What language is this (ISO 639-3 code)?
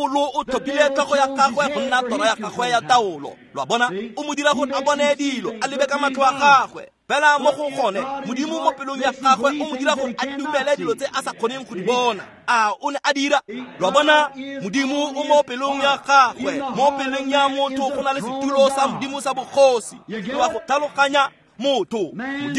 tsn